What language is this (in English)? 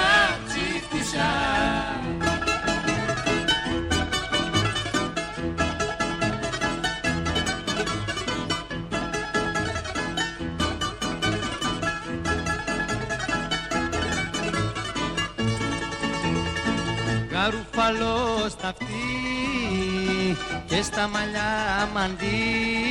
Greek